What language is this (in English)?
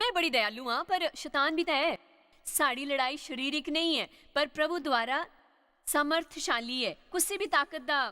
Dogri